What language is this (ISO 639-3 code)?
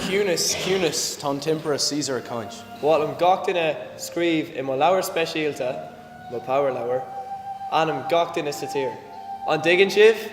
gle